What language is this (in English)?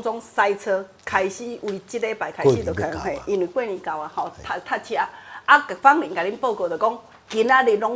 Min Nan Chinese